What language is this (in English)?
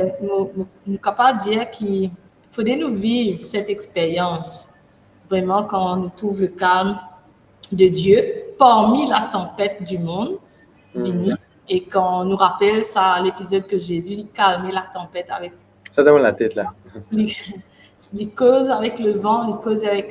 Morisyen